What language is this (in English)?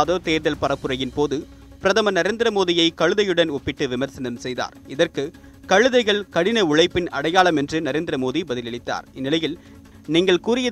Tamil